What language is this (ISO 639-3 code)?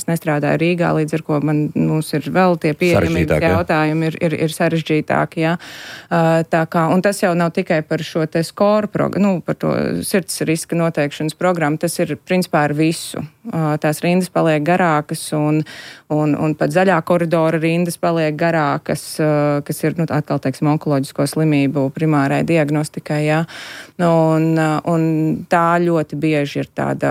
lav